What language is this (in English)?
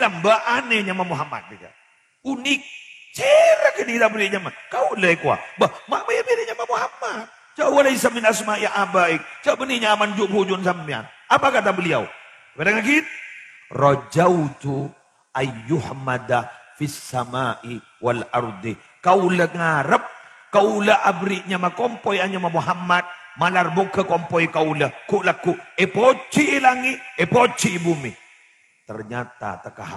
Madurese